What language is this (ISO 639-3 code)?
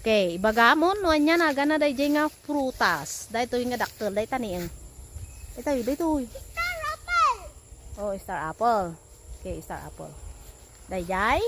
ilo